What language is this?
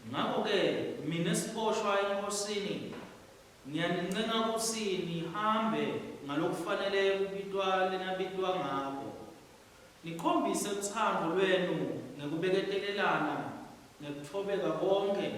Swati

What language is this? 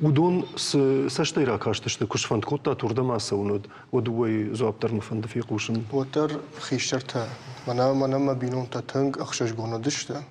Ossetic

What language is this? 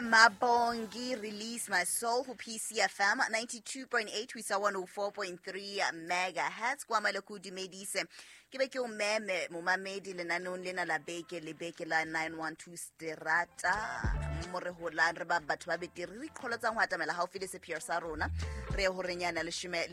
Southern Sotho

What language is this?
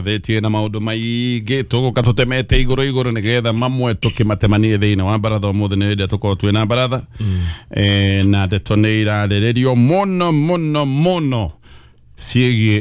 Kikuyu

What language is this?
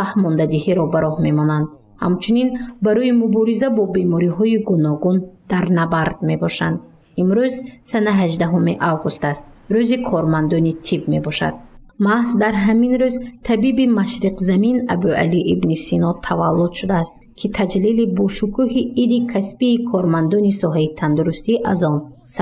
Tajik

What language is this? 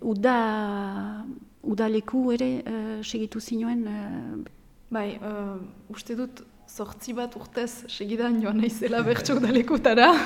Basque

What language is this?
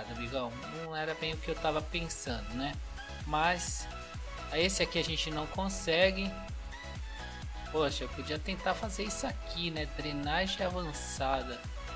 Portuguese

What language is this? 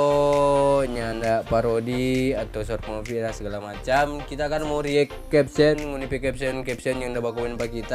Manado Malay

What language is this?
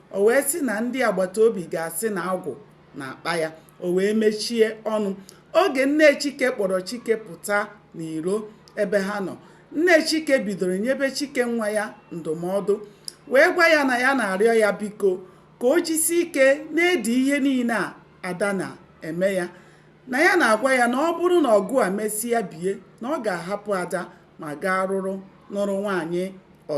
Igbo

